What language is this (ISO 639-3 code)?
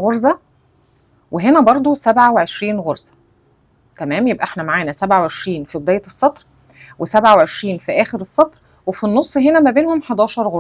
arz